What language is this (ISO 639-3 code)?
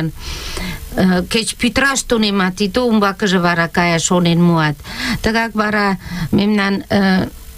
chm